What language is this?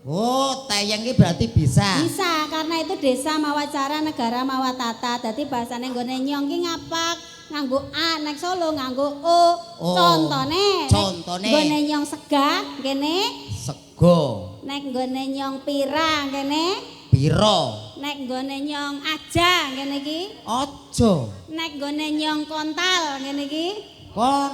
Javanese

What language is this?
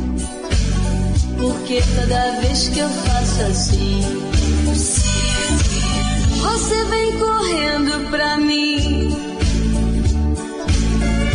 Portuguese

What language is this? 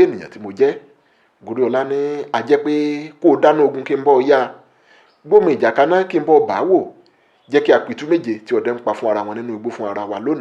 Yoruba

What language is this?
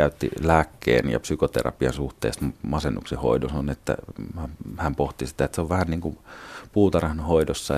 Finnish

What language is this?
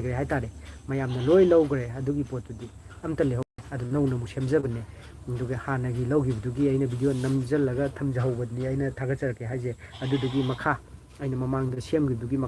Manipuri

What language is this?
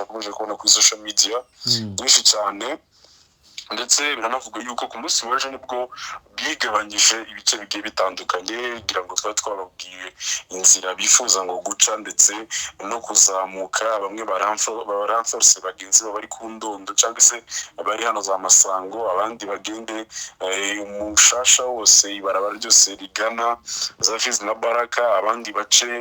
Kinyarwanda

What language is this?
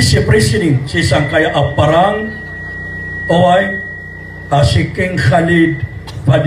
Maranao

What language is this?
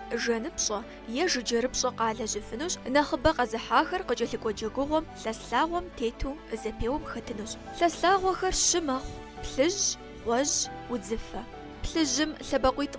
Kabardian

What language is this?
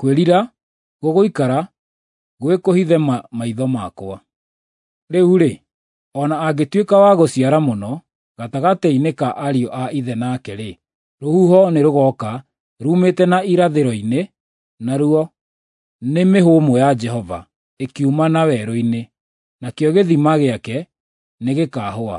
Kikuyu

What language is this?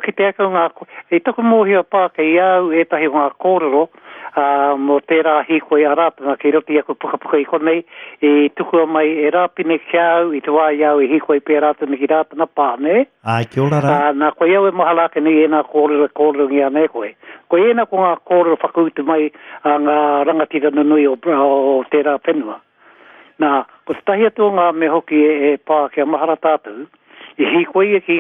Māori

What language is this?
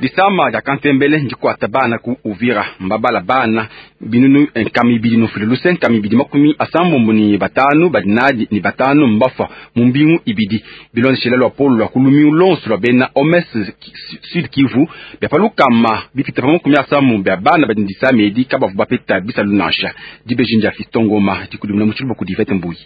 Luba-Lulua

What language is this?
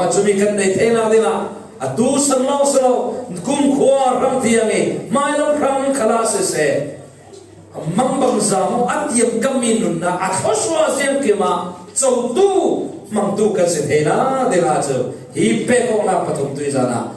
Falam Chin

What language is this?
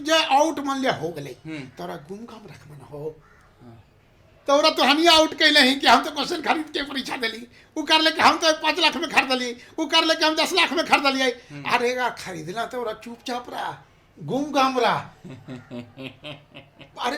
Magahi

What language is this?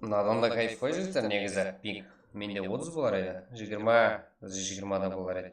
Kara-Kalpak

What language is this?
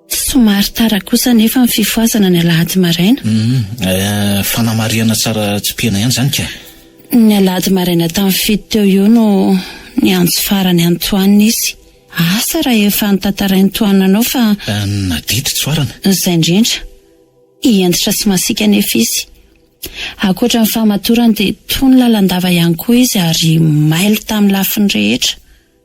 Malagasy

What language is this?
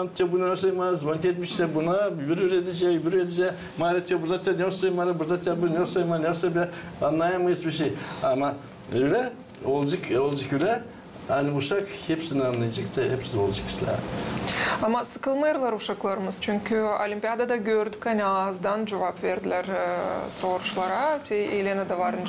Gagauz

